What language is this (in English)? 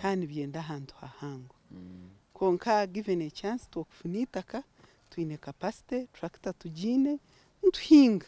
Nyankole